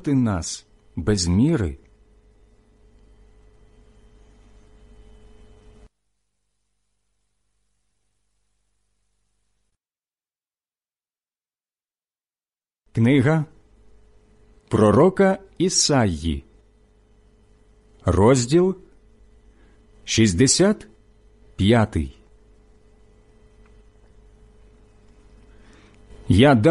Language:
Ukrainian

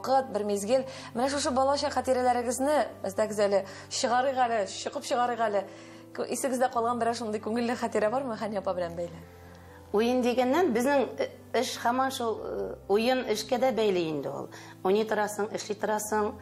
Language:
Tatar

